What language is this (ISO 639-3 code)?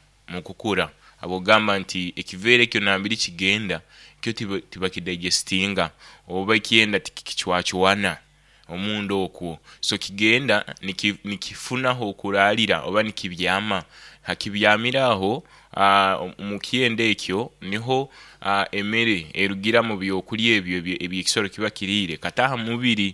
nyo